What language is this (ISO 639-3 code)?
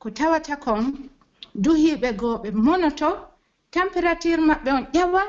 fuf